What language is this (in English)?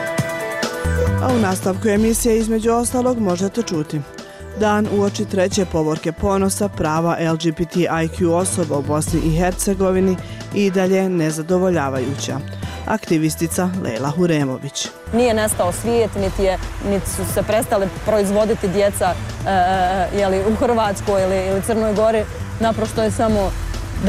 Bosnian